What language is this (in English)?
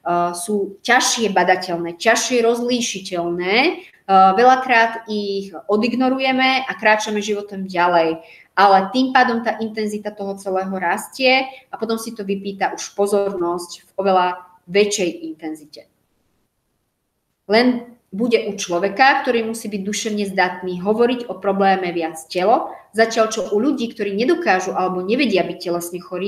Slovak